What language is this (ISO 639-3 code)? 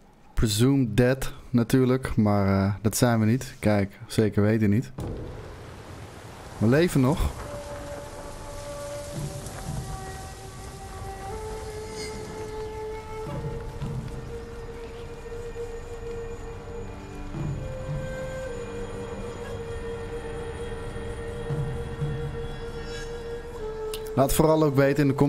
nld